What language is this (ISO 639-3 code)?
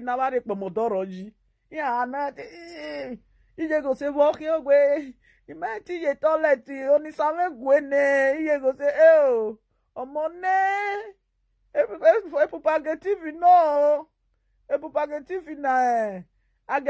pcm